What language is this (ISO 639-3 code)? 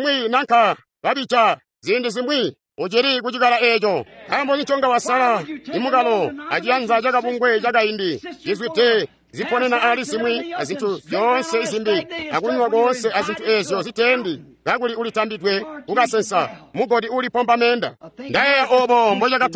toi